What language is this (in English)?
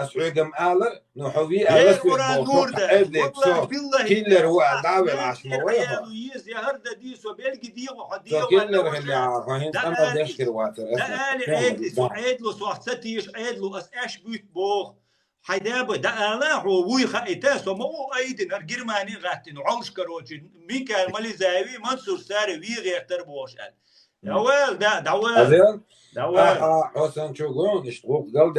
Chechen